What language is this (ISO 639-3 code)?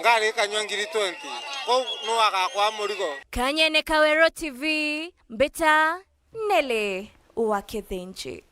mer